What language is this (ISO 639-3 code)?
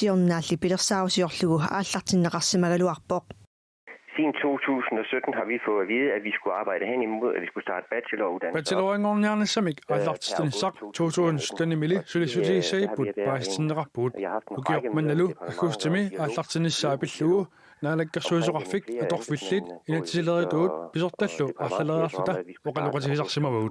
kal